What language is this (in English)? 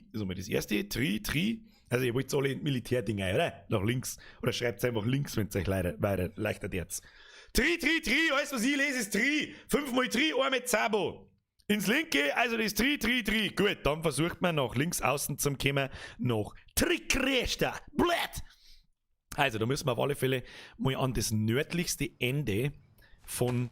Bavarian